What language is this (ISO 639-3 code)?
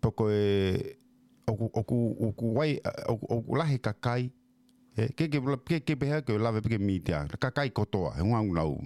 ton